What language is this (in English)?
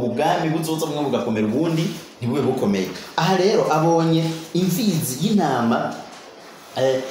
Rundi